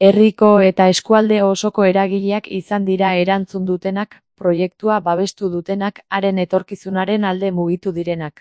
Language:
Basque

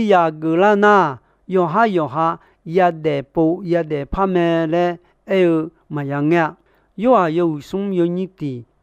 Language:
Akha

